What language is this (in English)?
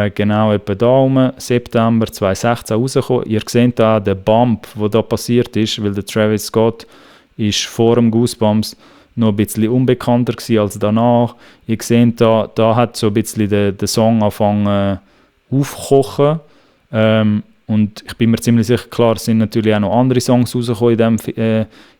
Swiss German